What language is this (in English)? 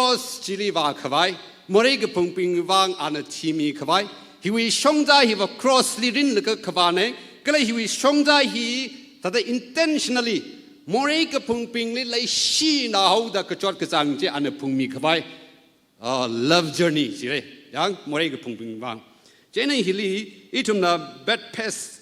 Tangkhul Naga (India)